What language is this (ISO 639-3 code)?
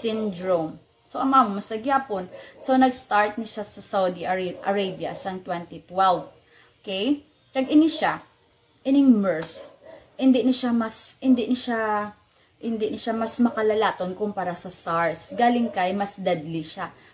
hil